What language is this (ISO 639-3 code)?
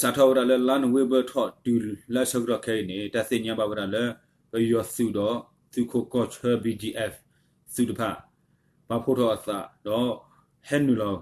ksw